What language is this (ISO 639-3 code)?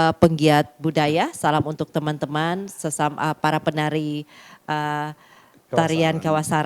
xmm